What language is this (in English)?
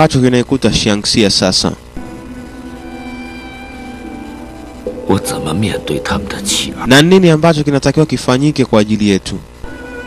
Swahili